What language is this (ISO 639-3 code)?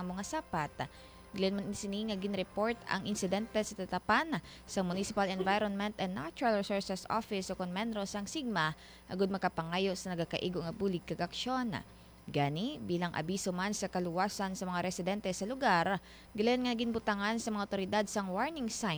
hil